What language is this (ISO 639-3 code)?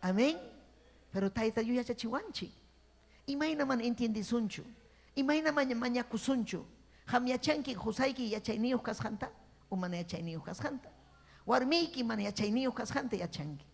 quy